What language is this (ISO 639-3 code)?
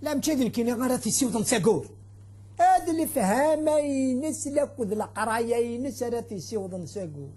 kab